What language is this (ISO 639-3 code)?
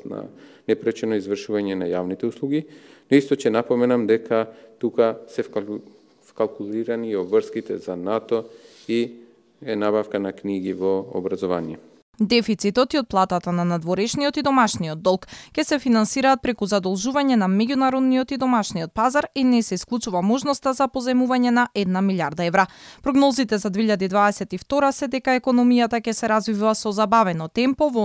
mkd